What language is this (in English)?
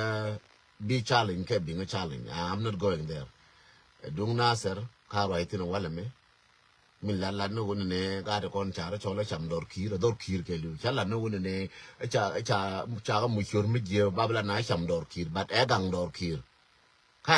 Nuer